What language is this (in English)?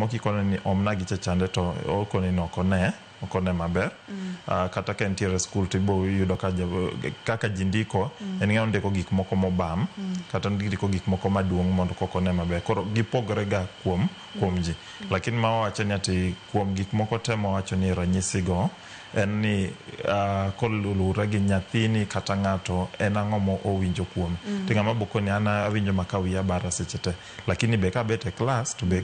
Luo (Kenya and Tanzania)